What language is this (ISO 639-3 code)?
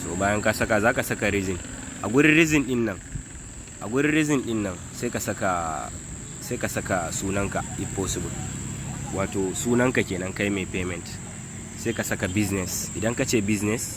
hau